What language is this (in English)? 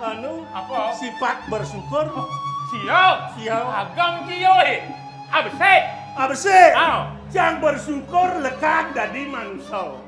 Balinese